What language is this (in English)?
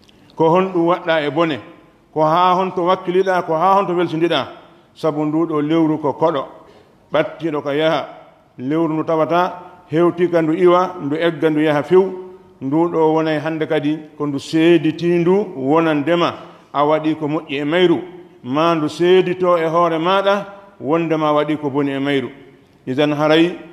Pular